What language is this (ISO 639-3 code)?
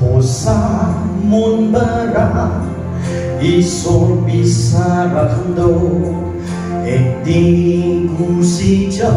nag